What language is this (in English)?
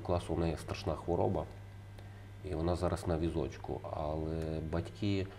Ukrainian